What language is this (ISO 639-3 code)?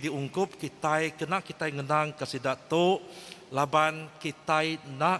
iba